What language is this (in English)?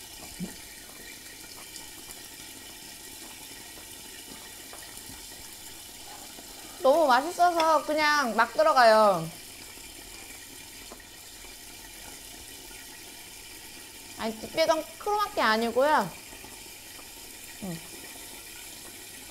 Korean